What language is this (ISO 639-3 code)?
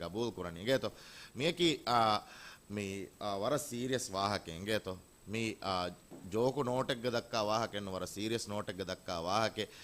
div